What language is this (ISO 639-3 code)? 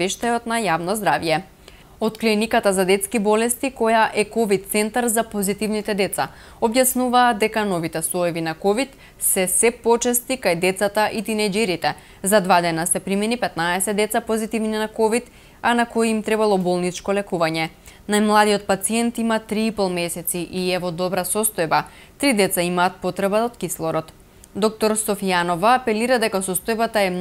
mkd